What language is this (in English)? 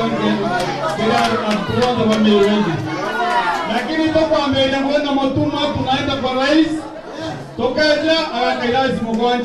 Meru